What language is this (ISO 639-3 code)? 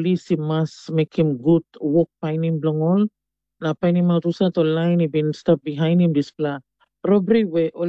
tpi